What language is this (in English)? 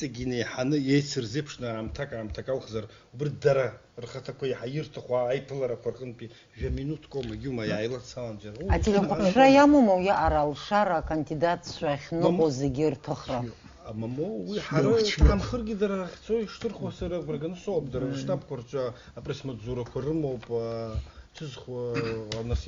Abkhazian